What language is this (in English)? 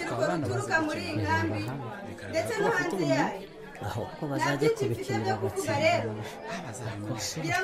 Kinyarwanda